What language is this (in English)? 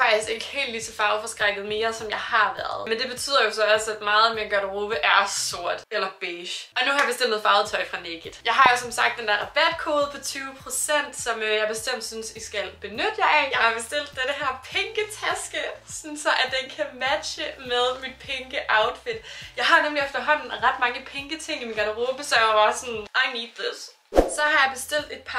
Danish